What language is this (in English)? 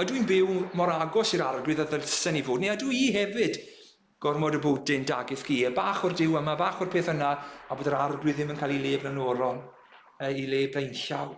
Welsh